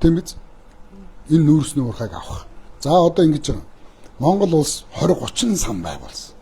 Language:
Mongolian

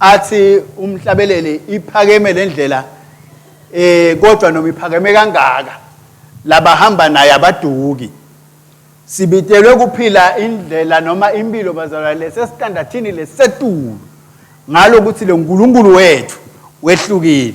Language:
Swati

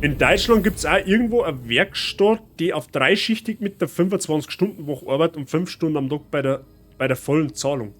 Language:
Bavarian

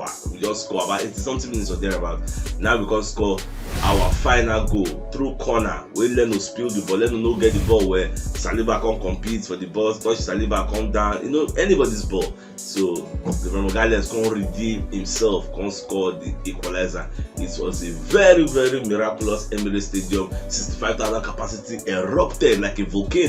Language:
Nigerian Pidgin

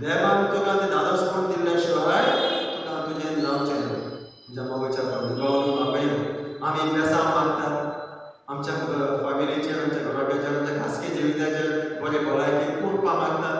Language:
Konkani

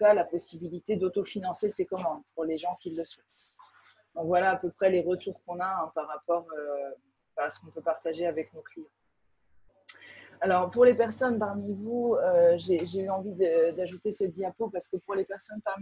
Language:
French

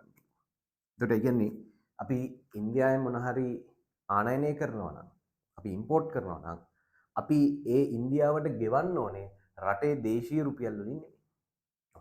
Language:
Sinhala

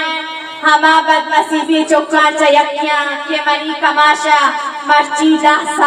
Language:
Eastern Balochi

